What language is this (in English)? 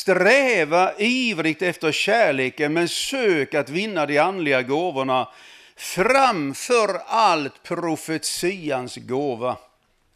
Swedish